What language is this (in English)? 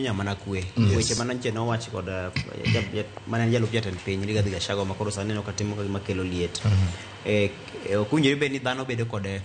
Luo (Kenya and Tanzania)